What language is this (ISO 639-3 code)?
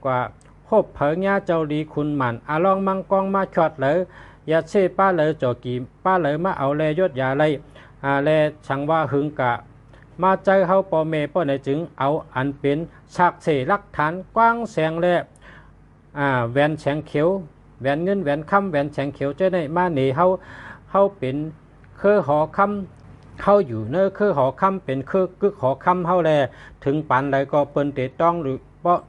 shn